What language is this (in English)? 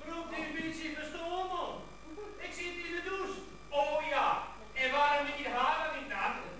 Western Frisian